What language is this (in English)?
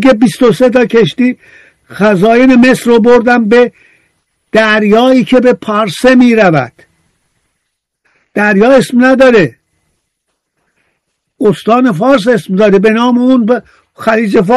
Persian